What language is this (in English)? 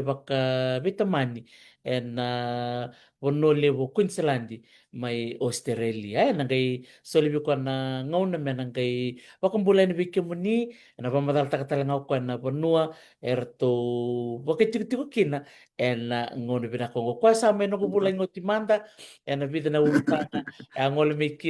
Fijian